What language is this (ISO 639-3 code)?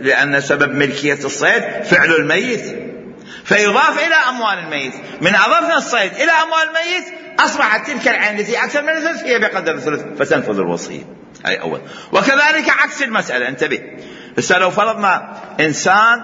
acm